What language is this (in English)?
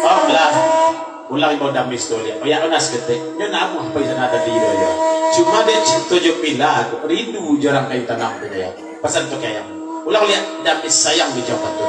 Minangkabau